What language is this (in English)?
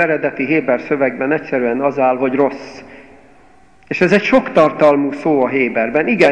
Hungarian